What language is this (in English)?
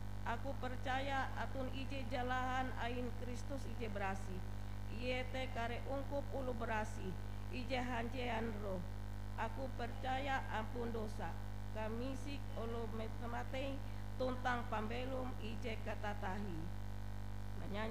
Ngaju